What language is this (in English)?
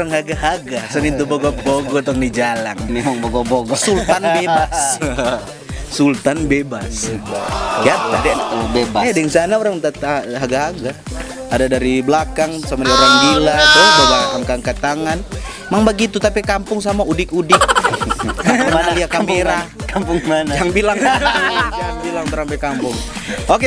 Manado Malay